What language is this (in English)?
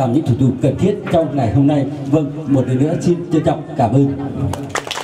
Vietnamese